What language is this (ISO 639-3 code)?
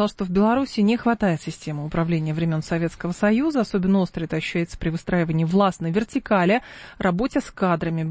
rus